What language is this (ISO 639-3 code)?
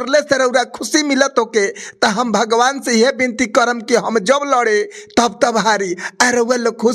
bho